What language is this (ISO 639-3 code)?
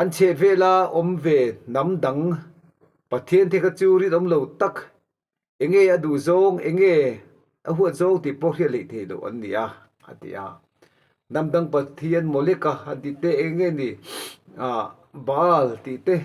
lus